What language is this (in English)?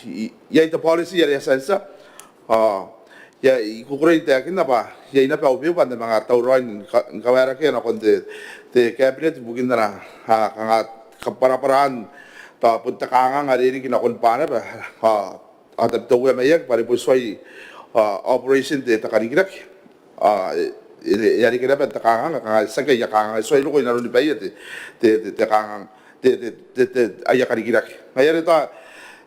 Gilbertese